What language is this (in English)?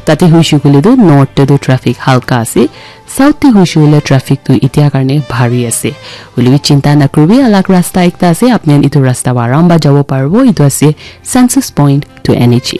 Naga Pidgin